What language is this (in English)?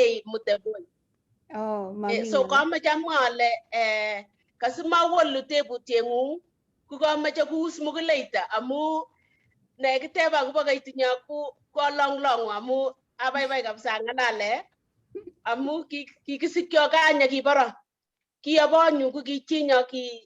Kalenjin